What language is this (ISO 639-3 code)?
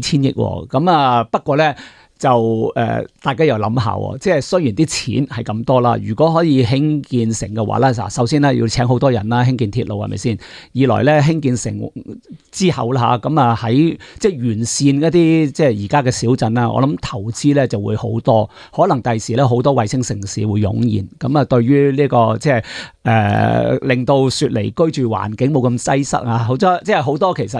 yue